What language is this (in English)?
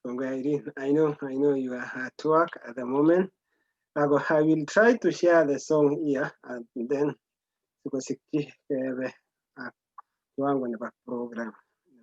Kalenjin